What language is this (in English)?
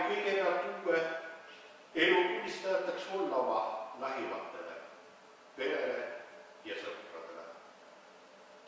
Estonian